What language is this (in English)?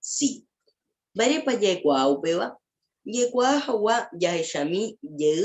Guarani